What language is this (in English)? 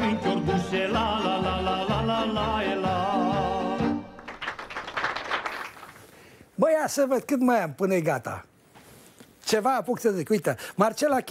Romanian